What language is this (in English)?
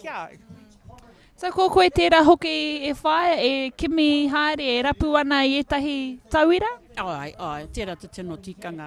Māori